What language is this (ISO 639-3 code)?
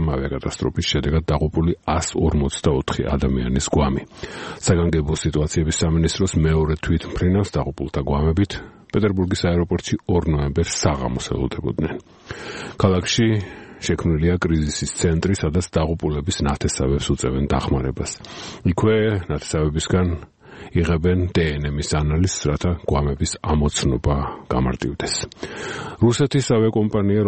kat